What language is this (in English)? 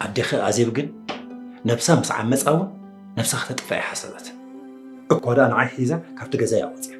Tigrinya